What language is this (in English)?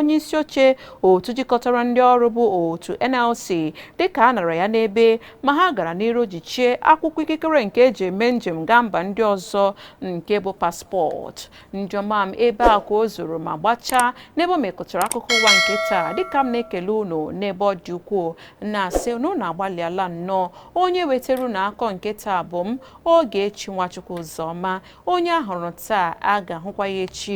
Igbo